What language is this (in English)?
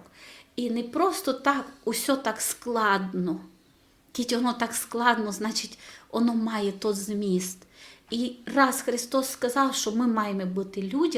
Rusyn